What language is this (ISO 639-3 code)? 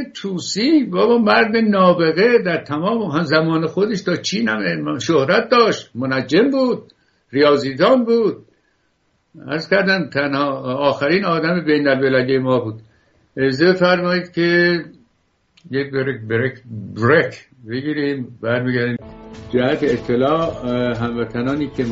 fas